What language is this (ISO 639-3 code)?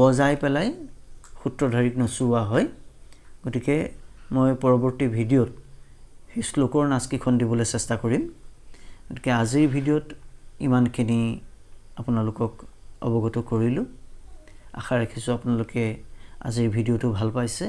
asm